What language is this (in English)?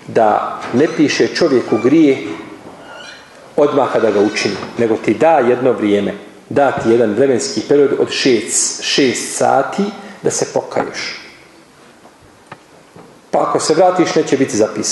Bosnian